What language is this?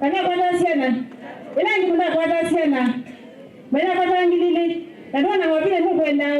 Kamba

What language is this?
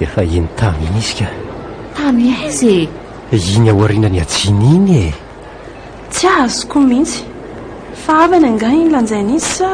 Malagasy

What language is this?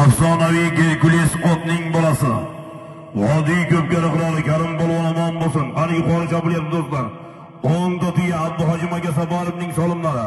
Uzbek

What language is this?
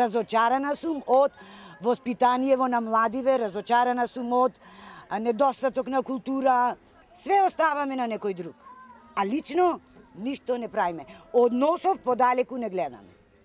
Macedonian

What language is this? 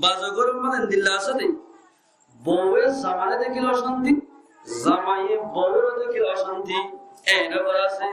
Rohingya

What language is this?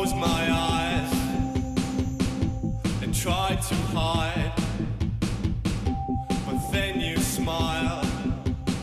English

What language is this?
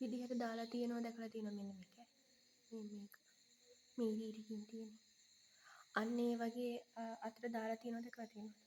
Sinhala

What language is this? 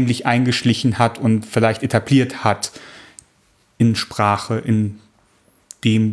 German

